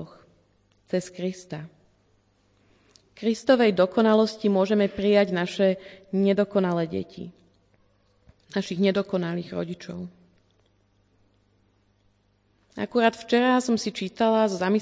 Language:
Slovak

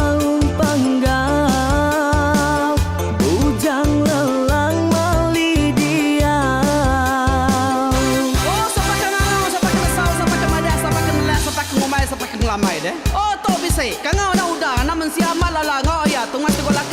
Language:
Iban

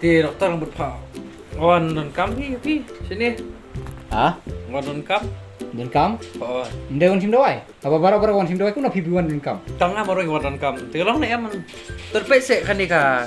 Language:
Khasi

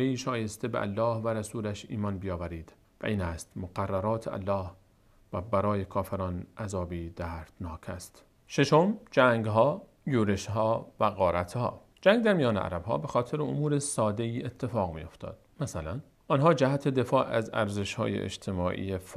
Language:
Persian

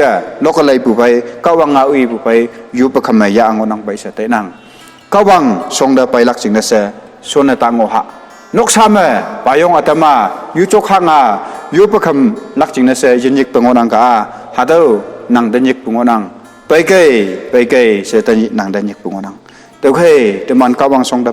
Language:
Konyak Naga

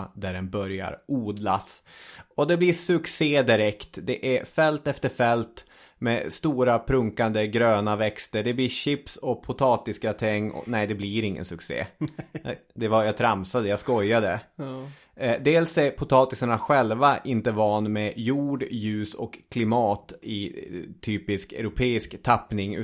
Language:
Swedish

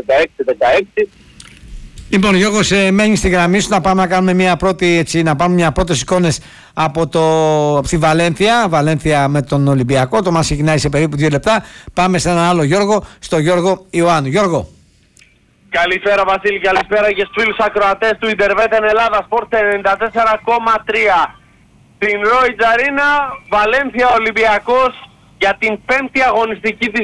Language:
Greek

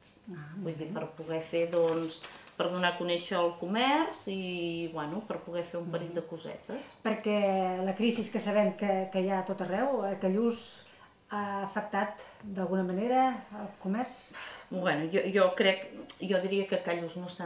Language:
Catalan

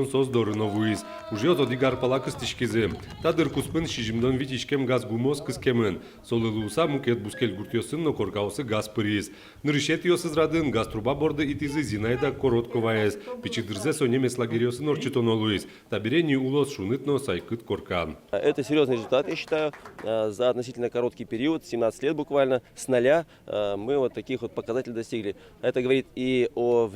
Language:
Udmurt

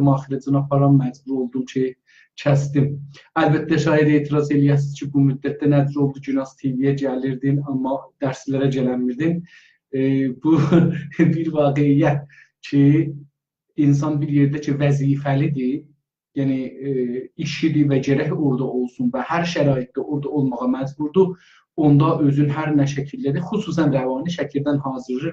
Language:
South Azerbaijani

